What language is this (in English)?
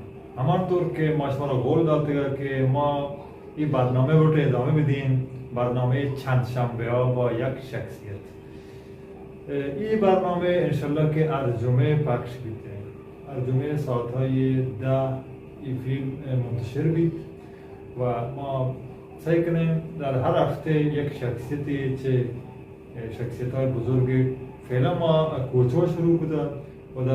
Baluchi